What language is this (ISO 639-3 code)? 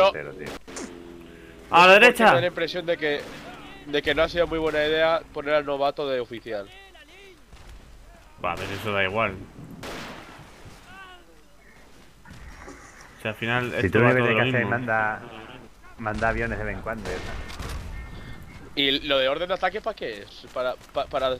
spa